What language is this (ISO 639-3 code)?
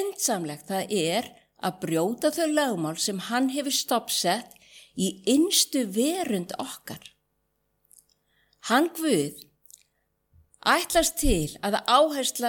isl